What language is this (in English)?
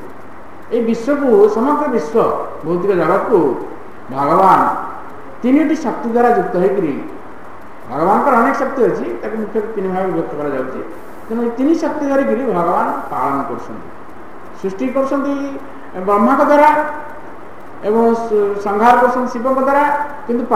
Odia